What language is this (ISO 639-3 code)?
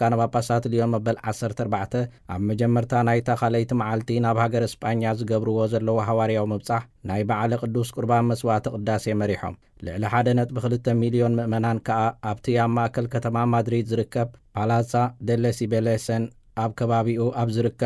tir